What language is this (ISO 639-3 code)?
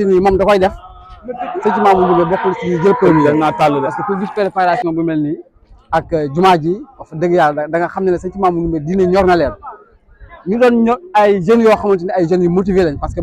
wol